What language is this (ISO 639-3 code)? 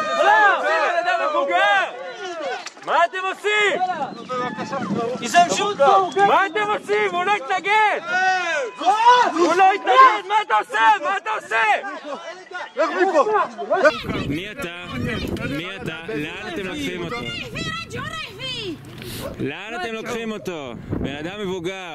heb